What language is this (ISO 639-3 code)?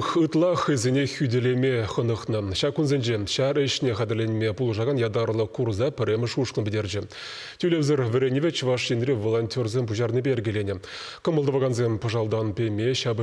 chv